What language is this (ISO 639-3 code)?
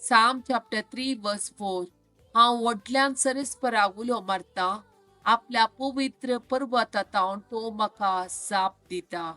kok